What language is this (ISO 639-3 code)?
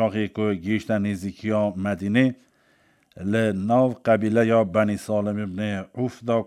kur